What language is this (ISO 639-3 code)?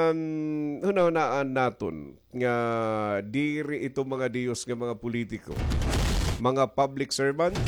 war